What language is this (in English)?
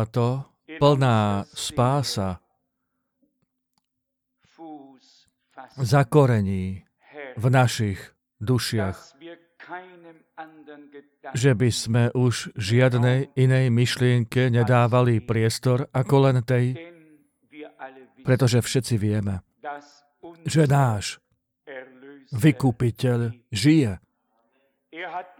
Slovak